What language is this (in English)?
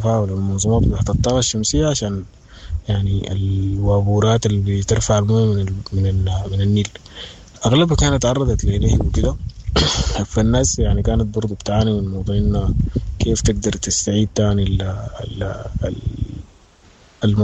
Sudanese Arabic